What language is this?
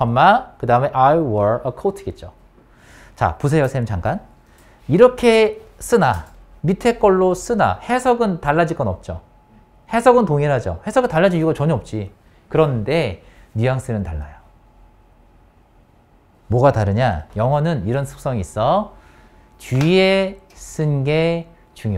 Korean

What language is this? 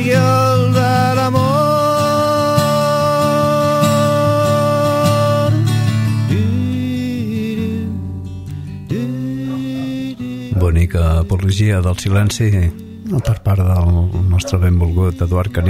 Catalan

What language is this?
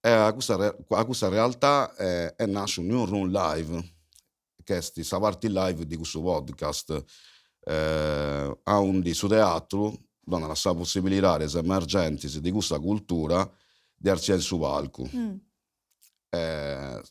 Sardinian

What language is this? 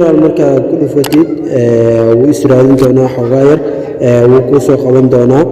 Somali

